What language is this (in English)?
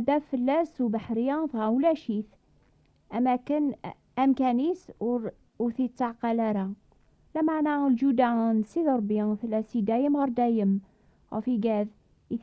Kabyle